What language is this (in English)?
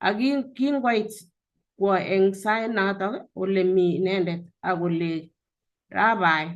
Kalenjin